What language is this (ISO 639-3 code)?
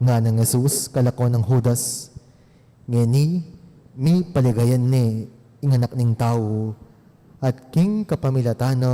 pam